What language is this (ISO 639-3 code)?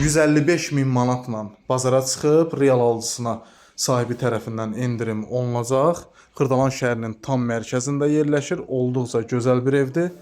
aze